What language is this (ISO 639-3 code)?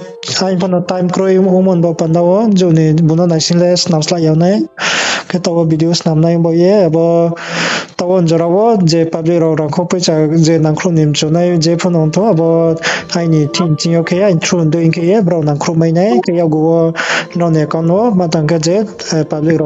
ria